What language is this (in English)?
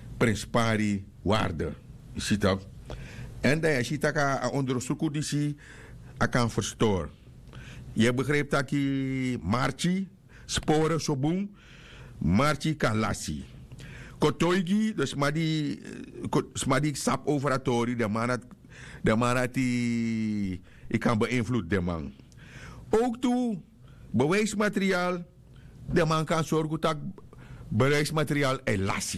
Sranan Tongo